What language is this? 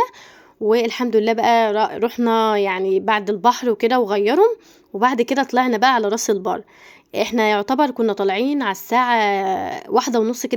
Egyptian Arabic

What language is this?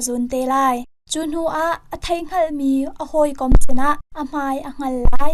Hakha Chin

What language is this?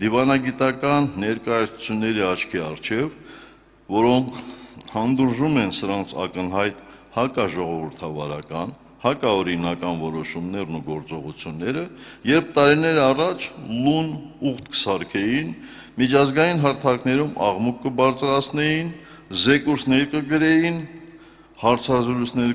Armenian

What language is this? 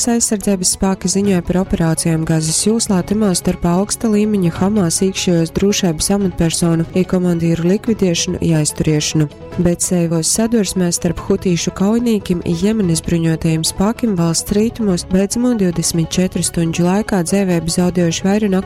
Latgalian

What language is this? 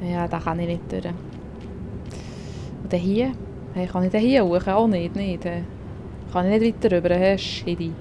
Swiss German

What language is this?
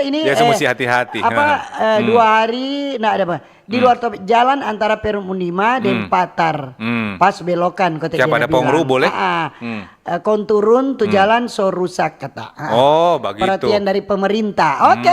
Manado Malay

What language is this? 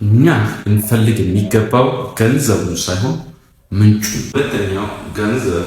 Amharic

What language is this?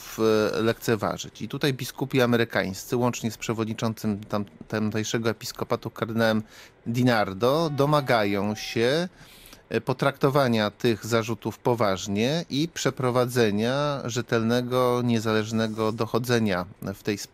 Polish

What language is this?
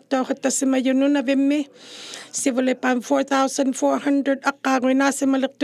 Inuktitut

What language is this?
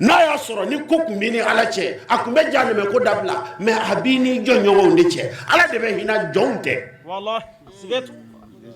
Bambara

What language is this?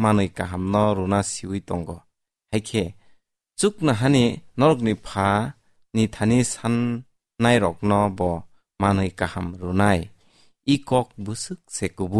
Kok Borok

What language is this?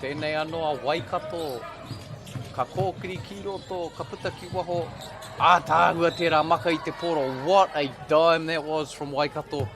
Māori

